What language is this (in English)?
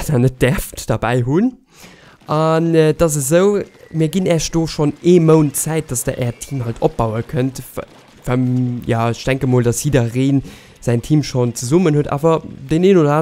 Luxembourgish